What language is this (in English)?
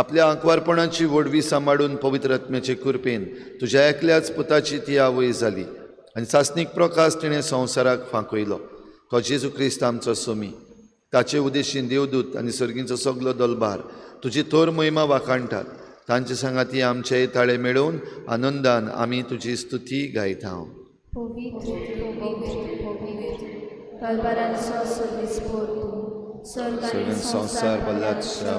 Konkani